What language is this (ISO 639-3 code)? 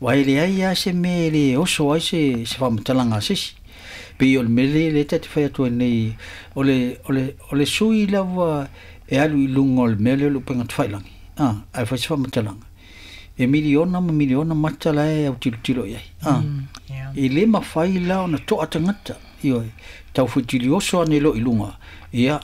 smo